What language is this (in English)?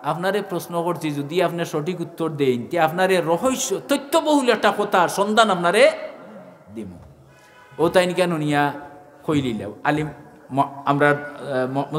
Sylheti